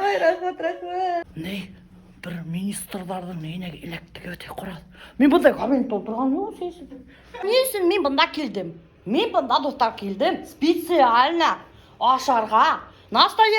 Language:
Bashkir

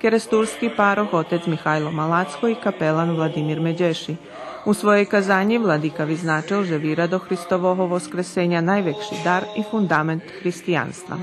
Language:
Rusyn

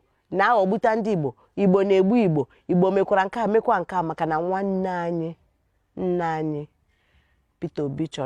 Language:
Igbo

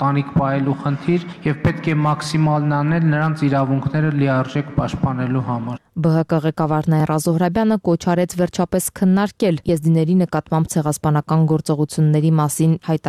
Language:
Armenian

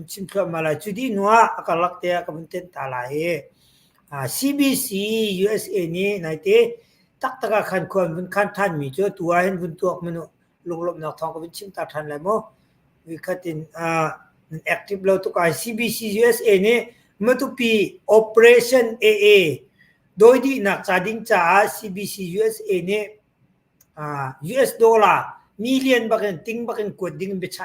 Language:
Hakha Chin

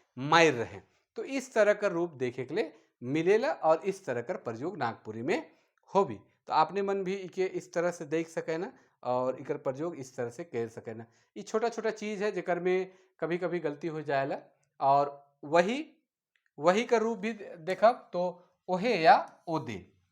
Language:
Sadri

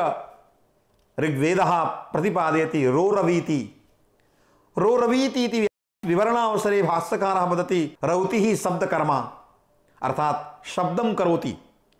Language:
Sanskrit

